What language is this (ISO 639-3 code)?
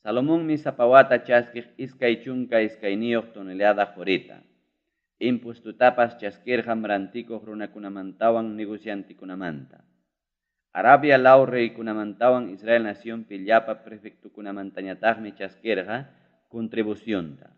quy